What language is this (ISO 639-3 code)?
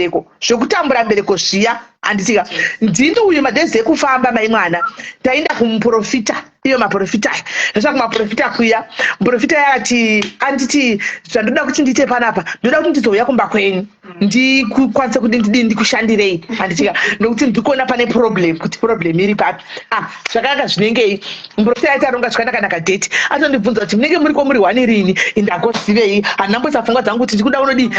sna